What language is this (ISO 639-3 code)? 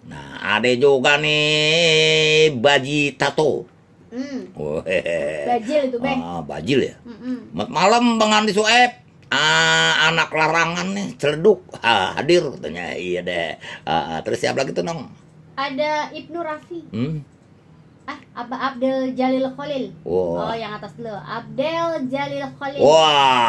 bew